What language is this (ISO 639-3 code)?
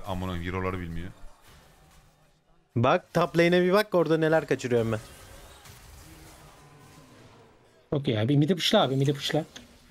tur